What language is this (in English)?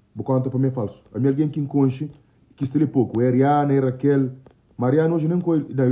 Kabuverdianu